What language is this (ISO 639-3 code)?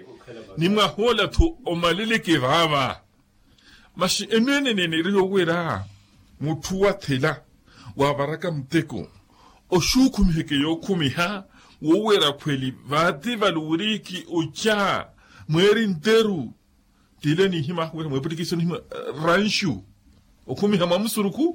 vmw